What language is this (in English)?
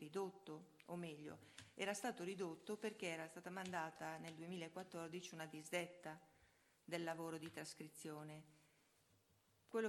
Italian